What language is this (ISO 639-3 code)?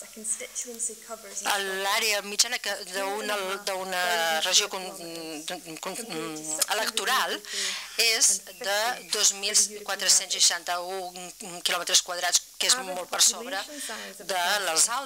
cat